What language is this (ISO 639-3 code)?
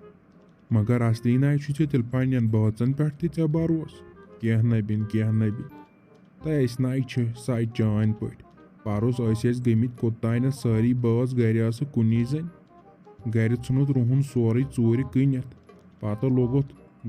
kas